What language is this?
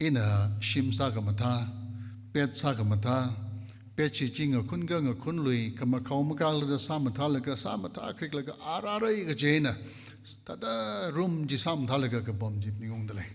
Tangkhul Naga (India)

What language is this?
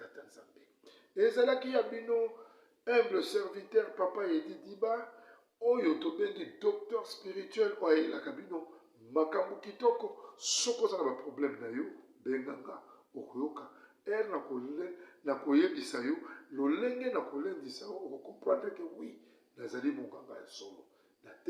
Lingala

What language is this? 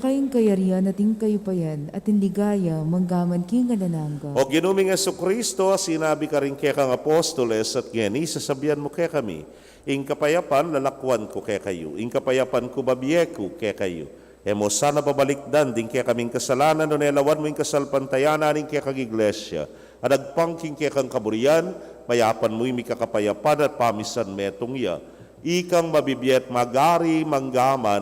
Pampanga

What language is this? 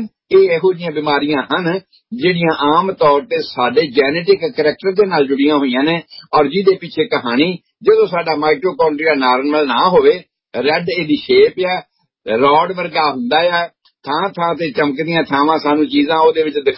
Punjabi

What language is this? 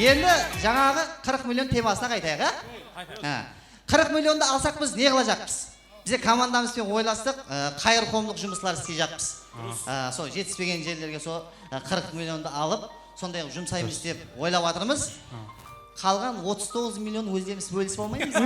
Kara-Kalpak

